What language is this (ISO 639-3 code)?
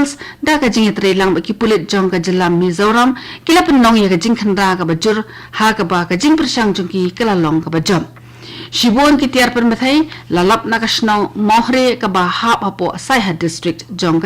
kha